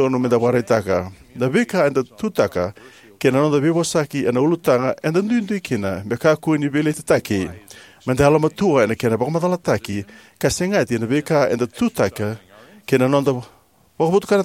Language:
Fijian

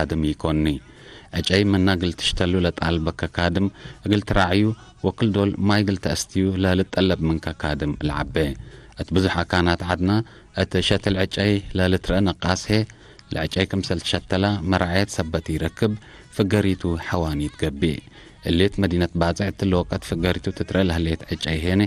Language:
Tigre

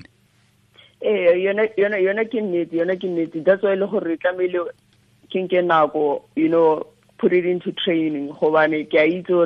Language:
Tswana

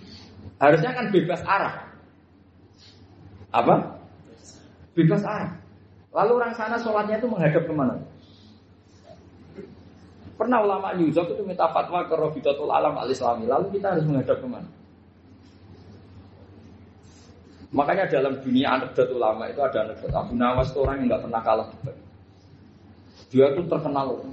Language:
Indonesian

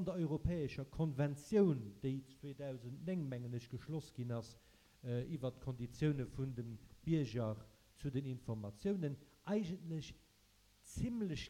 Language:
Luxembourgish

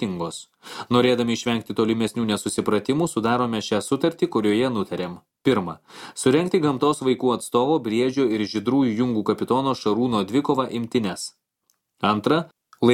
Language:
Lithuanian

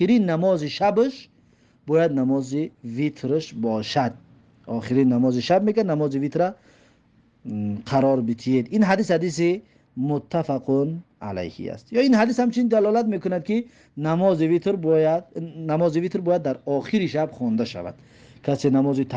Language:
Tajik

